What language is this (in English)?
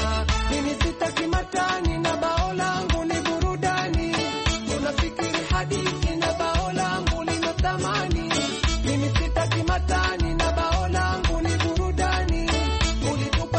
Swahili